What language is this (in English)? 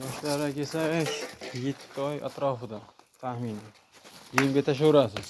Uzbek